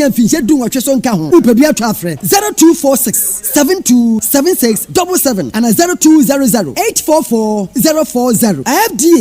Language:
Akan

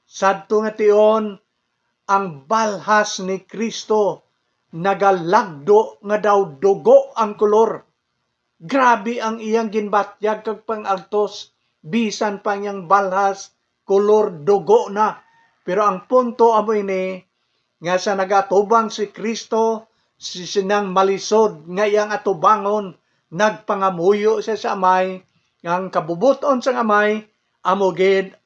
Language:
Hiligaynon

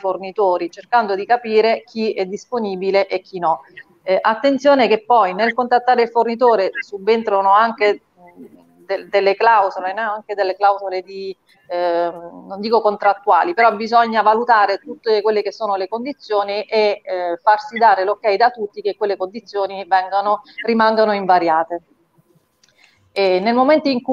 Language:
Italian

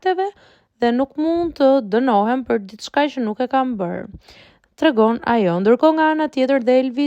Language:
Albanian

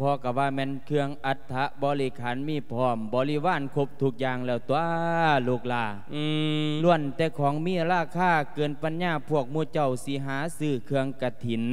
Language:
Lao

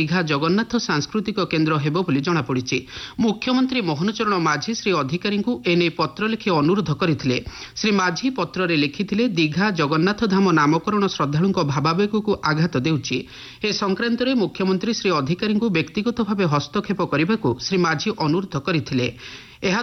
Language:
Odia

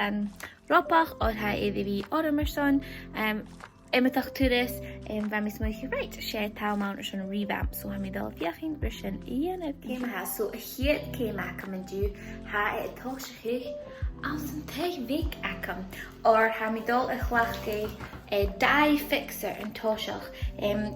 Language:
Scottish Gaelic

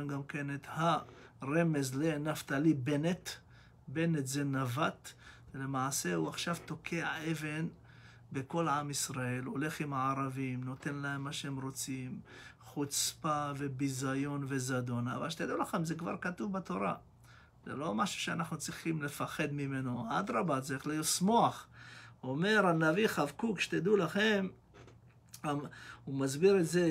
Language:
Hebrew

